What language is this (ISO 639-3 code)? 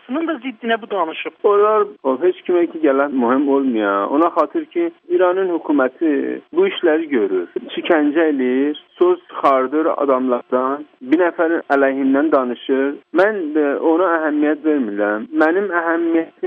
azb